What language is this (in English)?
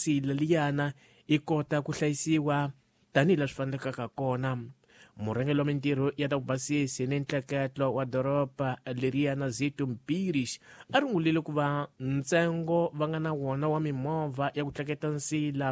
Tsonga